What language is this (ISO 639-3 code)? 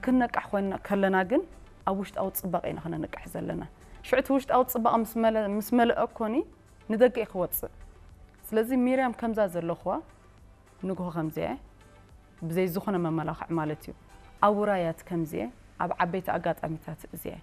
tir